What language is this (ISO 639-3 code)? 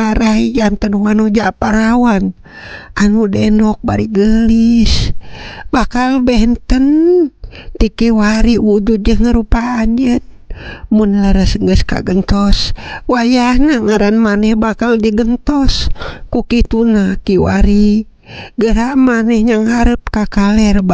sun